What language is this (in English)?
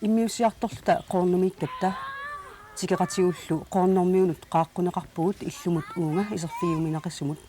Kalaallisut